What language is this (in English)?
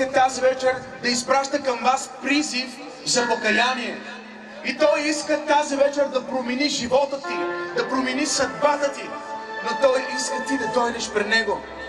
Bulgarian